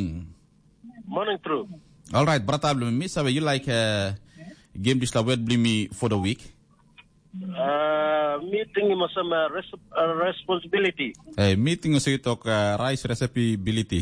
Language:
Tok Pisin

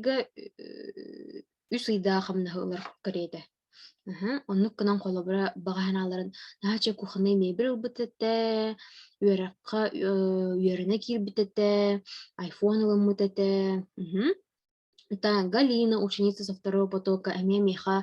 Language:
Yakut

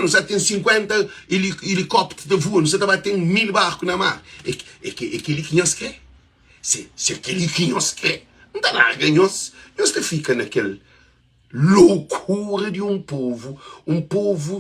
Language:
Kabuverdianu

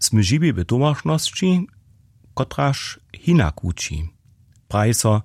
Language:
Upper Sorbian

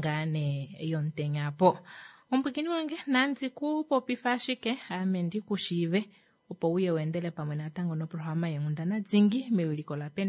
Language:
Kuanyama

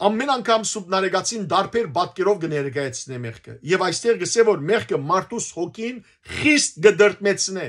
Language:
Western Armenian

